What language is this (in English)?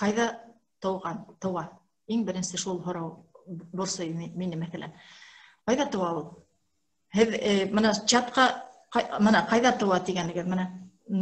Bashkir